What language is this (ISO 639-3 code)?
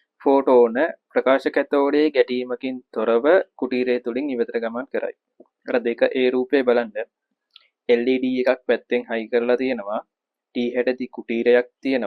sin